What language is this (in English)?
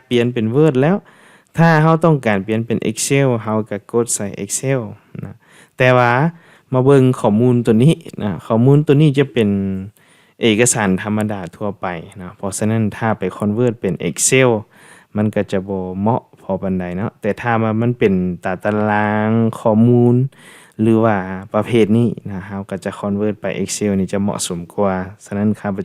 Lao